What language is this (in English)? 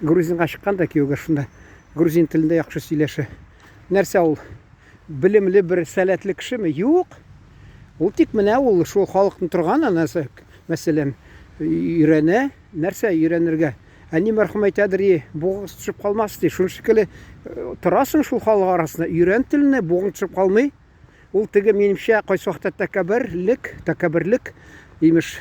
Tatar